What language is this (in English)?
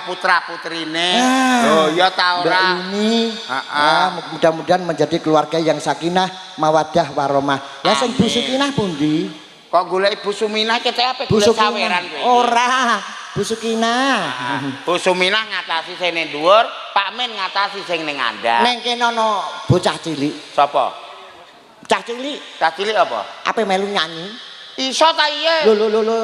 Javanese